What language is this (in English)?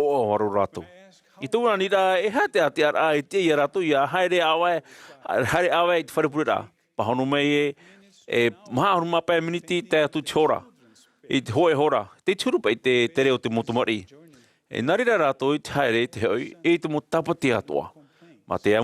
Tahitian